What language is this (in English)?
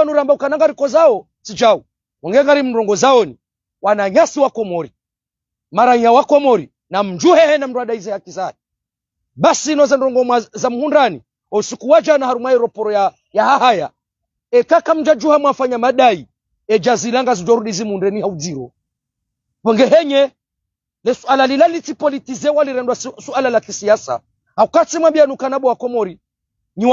Ngazidja Comorian